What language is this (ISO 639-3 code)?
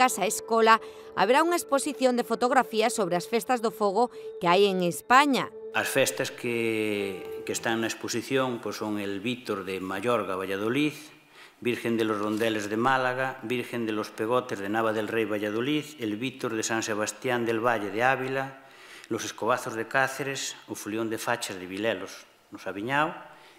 glg